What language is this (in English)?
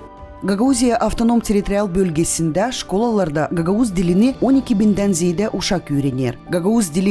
Gagauz